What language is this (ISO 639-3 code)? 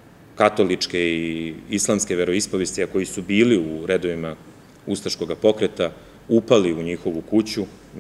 srp